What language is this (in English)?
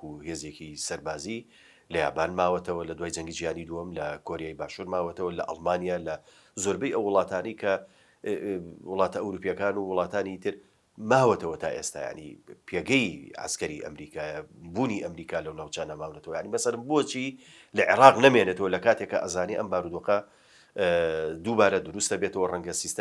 Central Kurdish